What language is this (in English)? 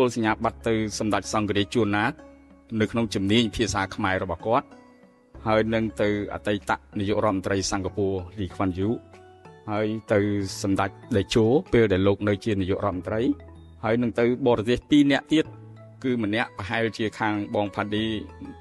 Khmer